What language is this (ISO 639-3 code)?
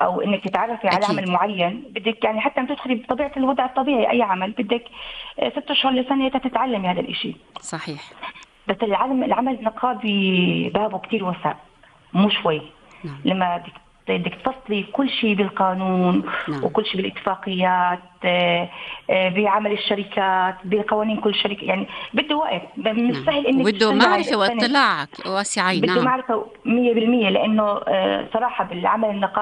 apc